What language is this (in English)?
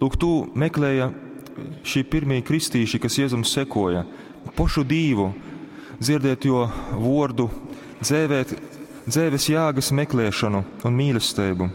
Latgalian